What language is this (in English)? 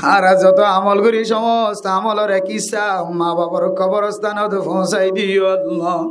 Rohingya